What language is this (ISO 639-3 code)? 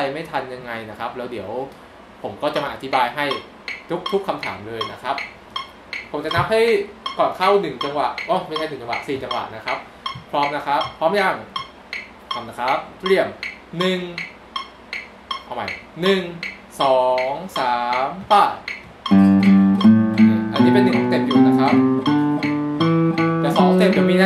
tha